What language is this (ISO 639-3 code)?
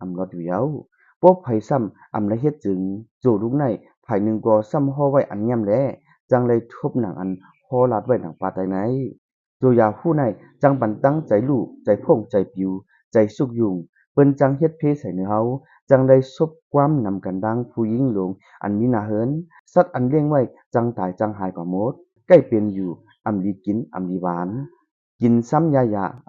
shn